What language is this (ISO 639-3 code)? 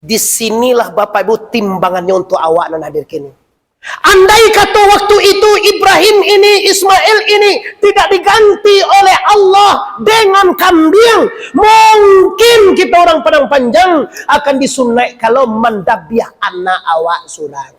min